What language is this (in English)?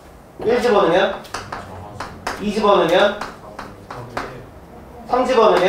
Korean